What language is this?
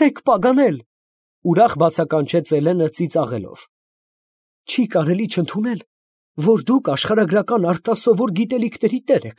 Armenian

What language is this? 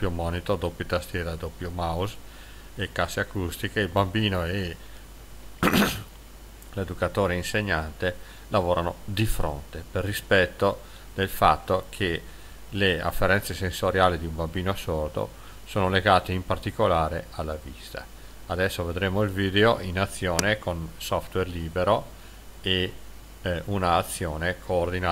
Italian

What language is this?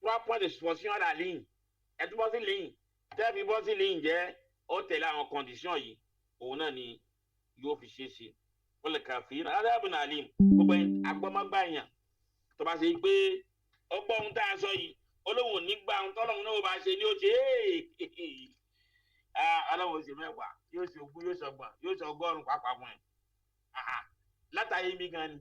Yoruba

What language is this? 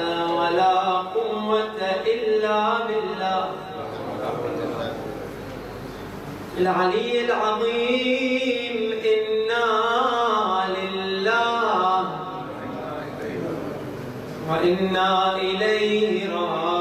Arabic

